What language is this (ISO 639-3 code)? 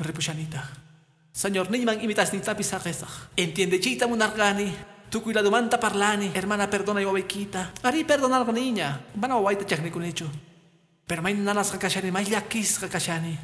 que